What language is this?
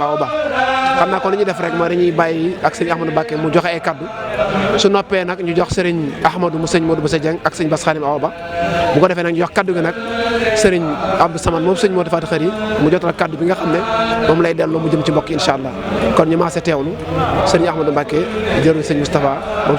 Wolof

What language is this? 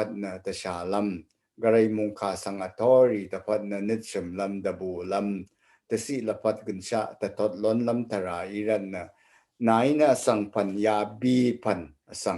Rawang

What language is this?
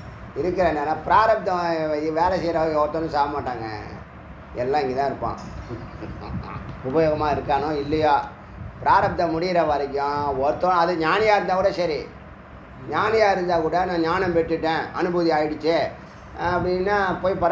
Tamil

